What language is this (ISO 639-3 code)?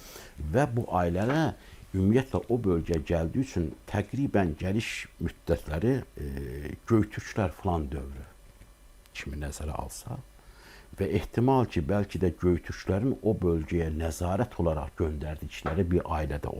aze